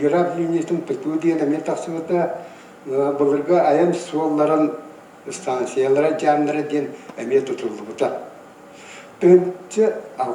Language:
Yakut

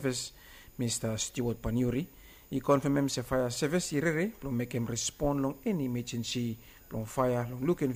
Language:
Bislama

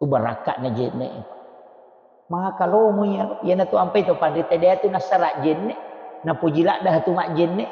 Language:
Buginese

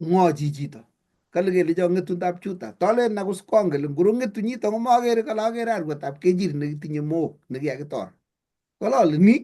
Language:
Kalenjin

